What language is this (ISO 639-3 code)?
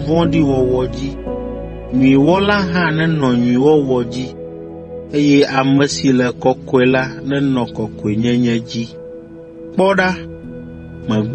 ewe